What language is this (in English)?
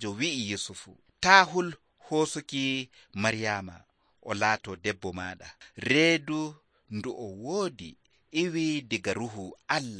Nigerian Fulfulde